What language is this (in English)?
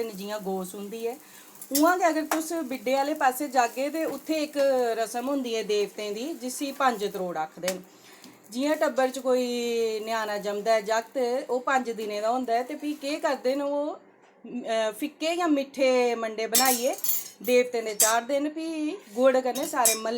Dogri